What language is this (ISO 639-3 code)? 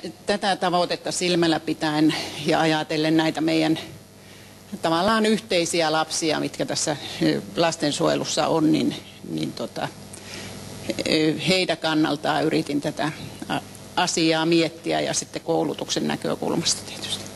fin